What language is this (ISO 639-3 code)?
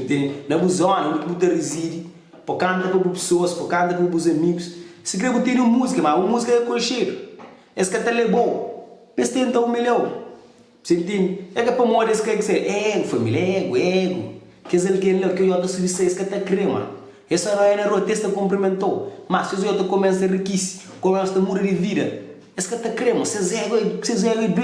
kea